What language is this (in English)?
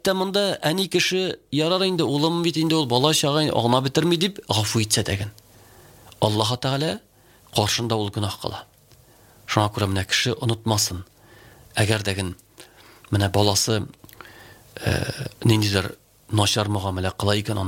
Tatar